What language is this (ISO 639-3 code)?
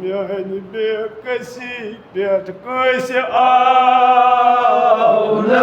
kas